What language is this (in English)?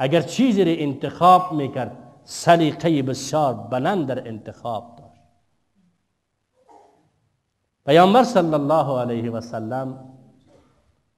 Persian